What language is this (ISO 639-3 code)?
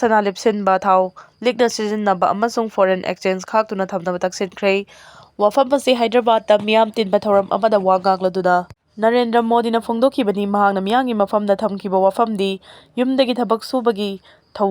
mni